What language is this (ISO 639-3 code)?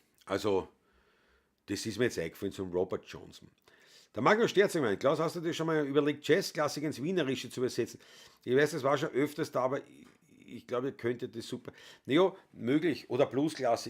bar